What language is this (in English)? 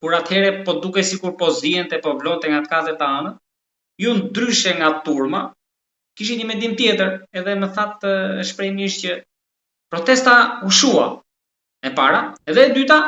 Albanian